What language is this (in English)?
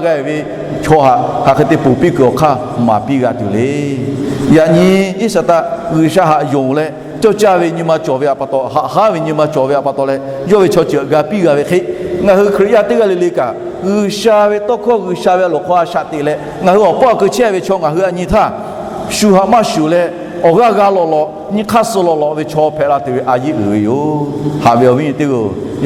Lahu